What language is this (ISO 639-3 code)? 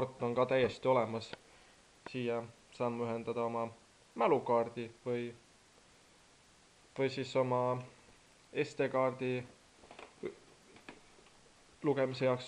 est